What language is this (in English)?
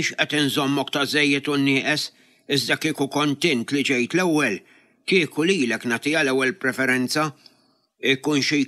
Maltese